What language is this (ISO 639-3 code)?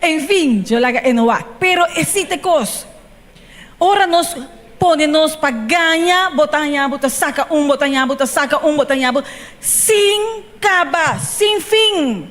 pap